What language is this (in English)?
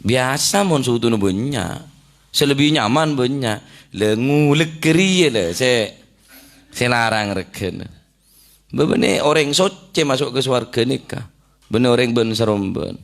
Madurese